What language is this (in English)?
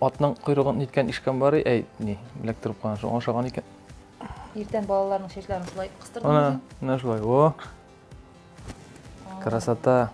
Tatar